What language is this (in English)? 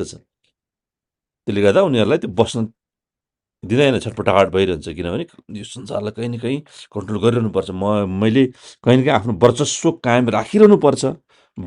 Nepali